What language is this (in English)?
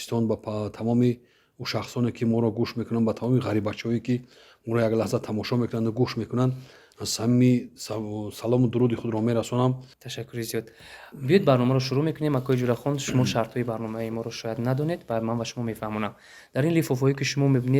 Tajik